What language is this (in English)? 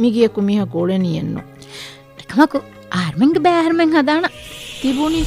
Divehi